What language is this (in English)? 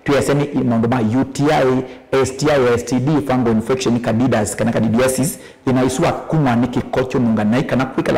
Kamba